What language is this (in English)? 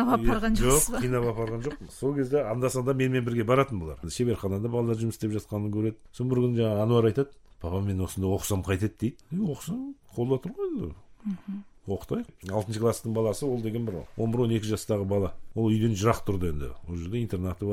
Kazakh